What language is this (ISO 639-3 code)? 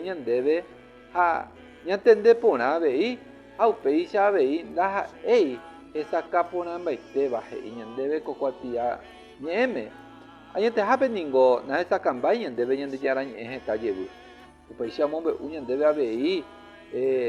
grn